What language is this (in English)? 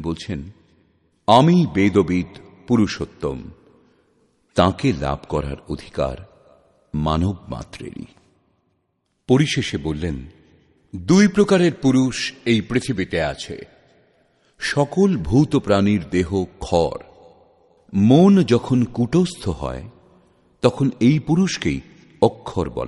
Bangla